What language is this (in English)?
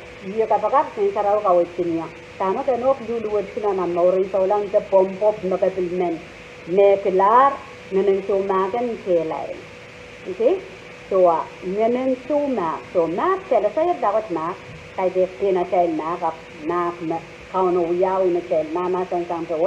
Pohnpeian